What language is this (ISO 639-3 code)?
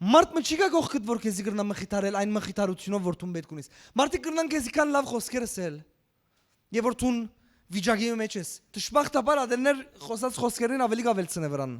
hyw